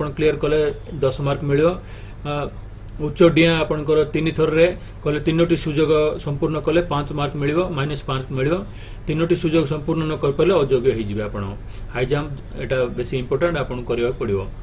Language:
Odia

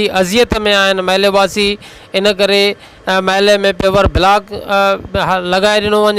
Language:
Sindhi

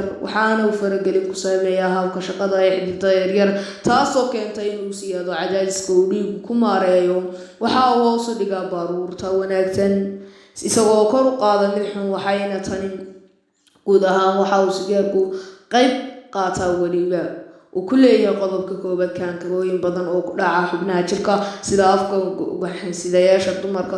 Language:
Somali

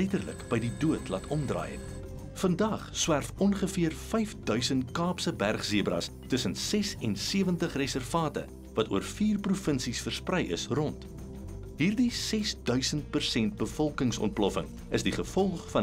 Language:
Afrikaans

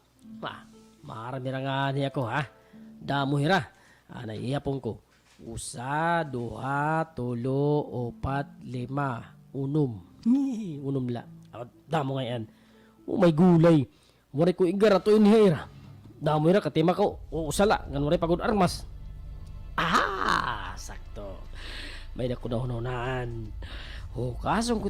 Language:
Waray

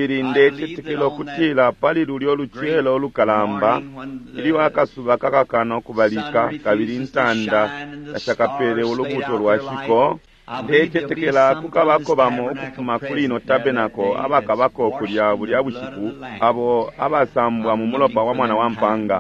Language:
Bemba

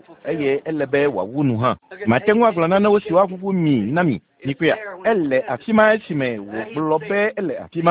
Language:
Ewe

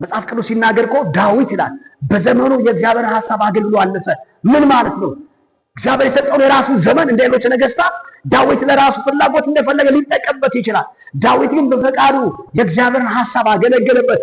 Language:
Amharic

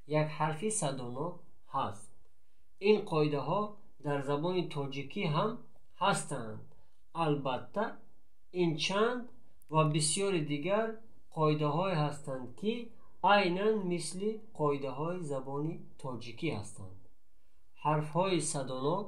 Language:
Tajik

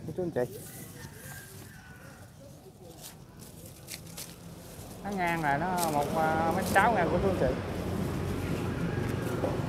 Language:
Vietnamese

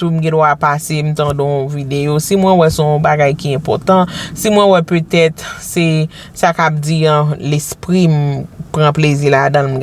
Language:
Haitian Creole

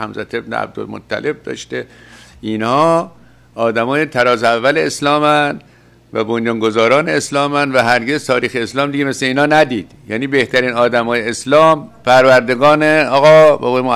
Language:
Persian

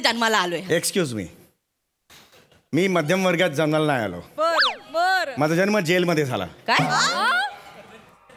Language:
Marathi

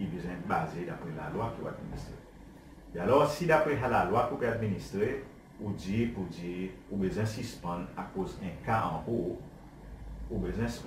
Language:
Seselwa Creole French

